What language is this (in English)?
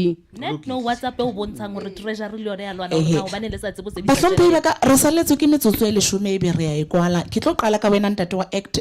Southern Sotho